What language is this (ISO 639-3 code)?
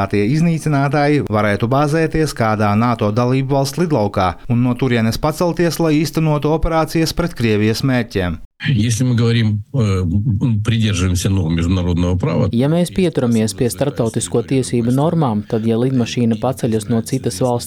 lav